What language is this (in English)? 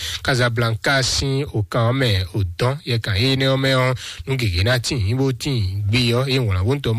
Fon